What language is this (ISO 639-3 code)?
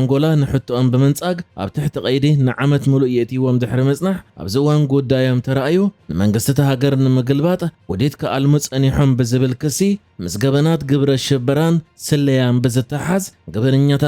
tir